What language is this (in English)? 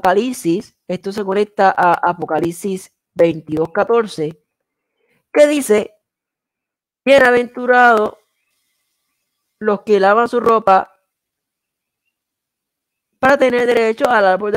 Spanish